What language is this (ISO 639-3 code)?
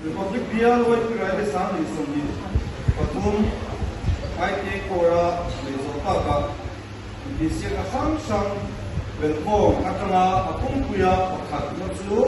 lus